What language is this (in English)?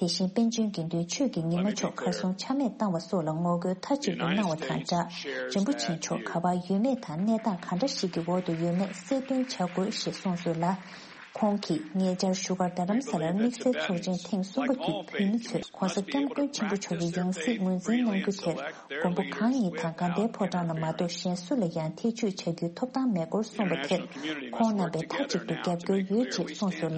Tibetan